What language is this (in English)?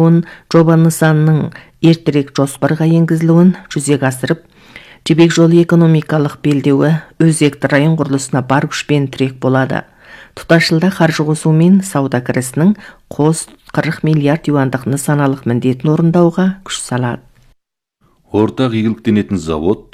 Kazakh